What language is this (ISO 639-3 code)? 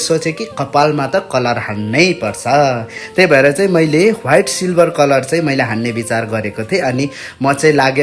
nep